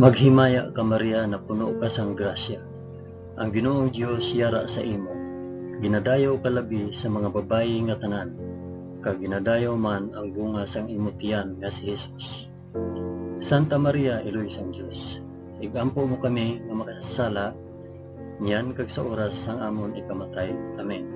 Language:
Hiligaynon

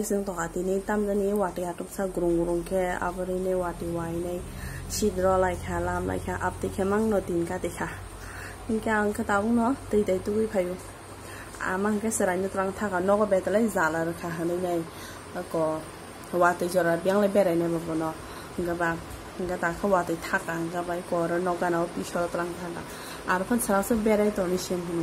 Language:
Kok Borok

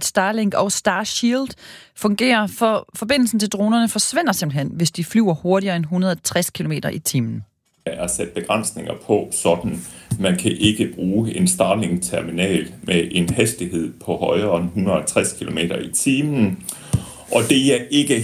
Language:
Danish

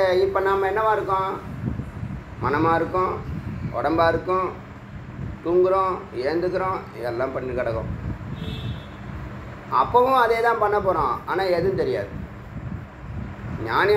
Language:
Tamil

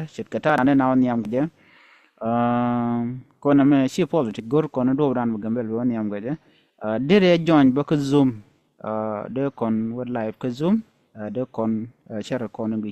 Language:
Nuer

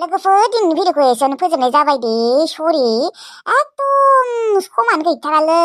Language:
Bodo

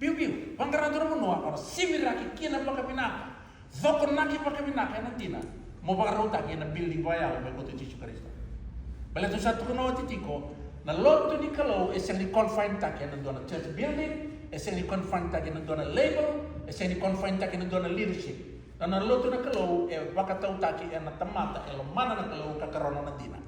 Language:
Fijian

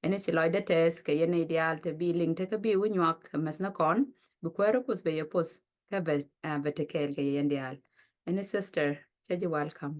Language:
Nuer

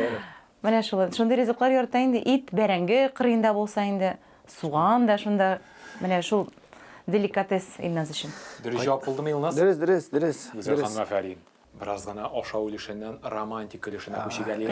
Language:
Tatar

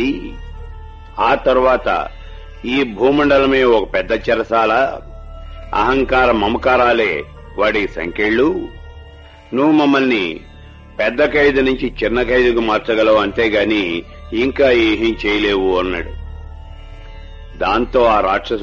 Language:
Telugu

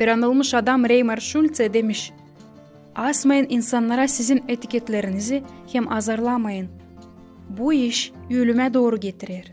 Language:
Gagauz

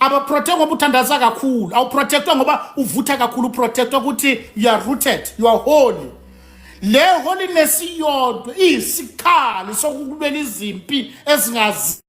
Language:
Zulu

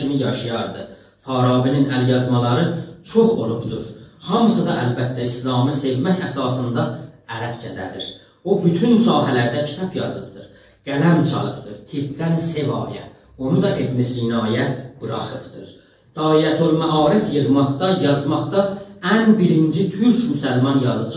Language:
South Azerbaijani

